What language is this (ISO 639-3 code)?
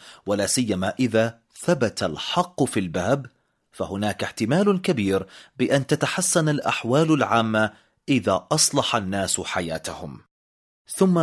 ara